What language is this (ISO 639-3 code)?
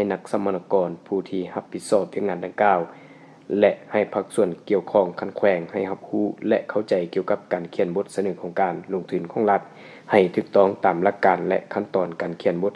lao